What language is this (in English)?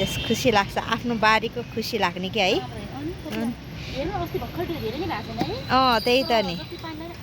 Nepali